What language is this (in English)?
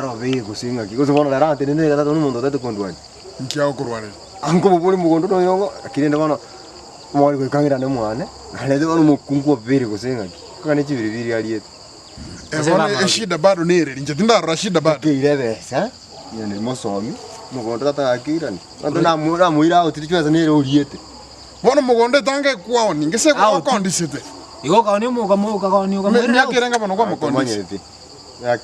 Gusii